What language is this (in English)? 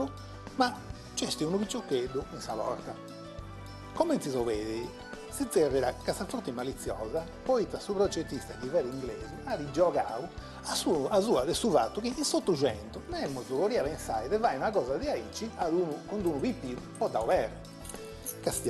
Sardinian